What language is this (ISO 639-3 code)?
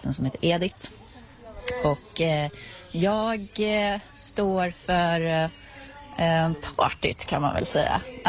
swe